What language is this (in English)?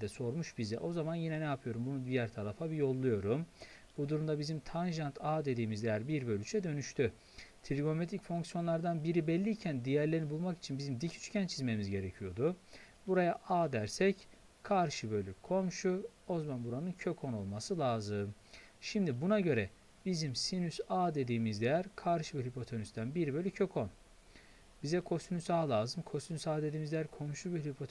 Turkish